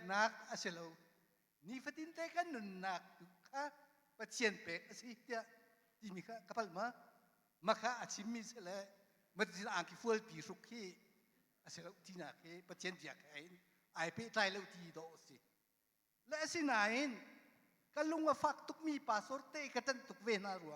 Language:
Hakha Chin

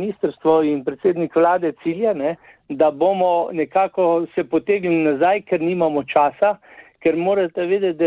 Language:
Slovenian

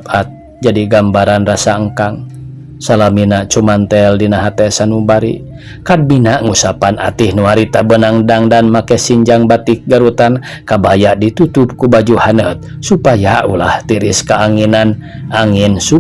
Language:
Sundanese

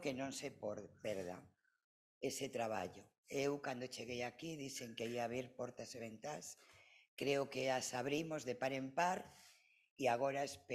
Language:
Galician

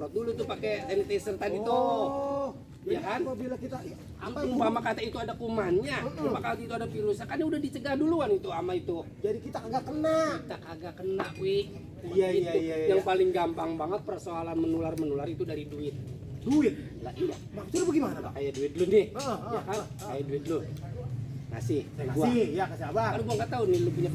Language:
Betawi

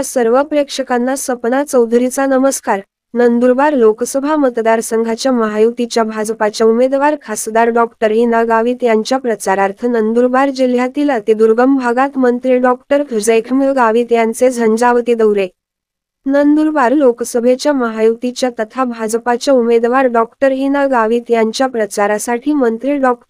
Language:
Marathi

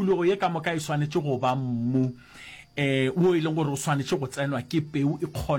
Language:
Northern Sotho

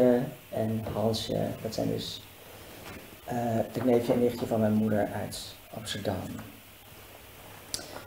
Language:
Dutch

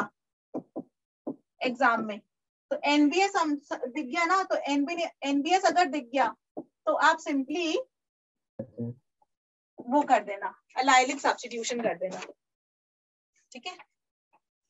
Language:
Hindi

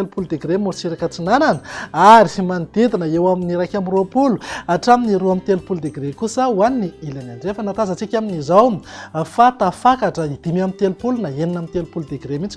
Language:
Malagasy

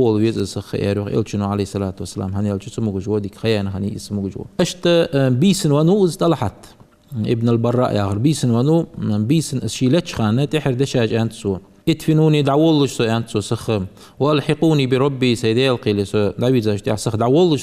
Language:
Ingush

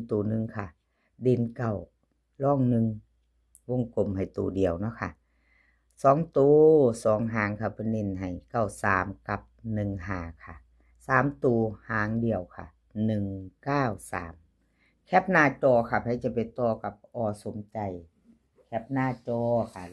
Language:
Northeastern Thai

